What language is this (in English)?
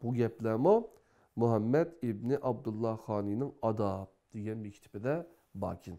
Uyghur